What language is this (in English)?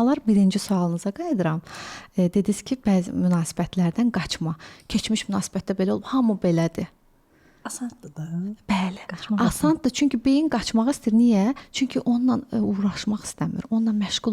Azerbaijani